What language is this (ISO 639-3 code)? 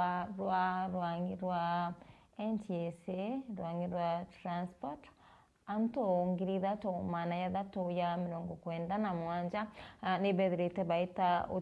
mer